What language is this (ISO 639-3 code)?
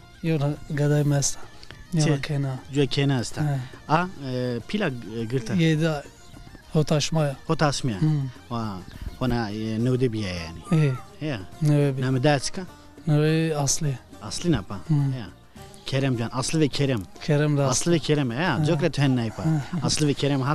zza